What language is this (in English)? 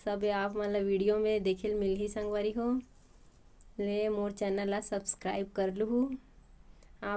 Chhattisgarhi